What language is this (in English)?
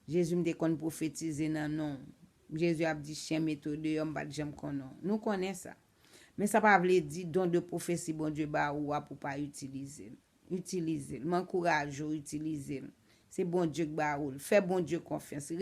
Haitian Creole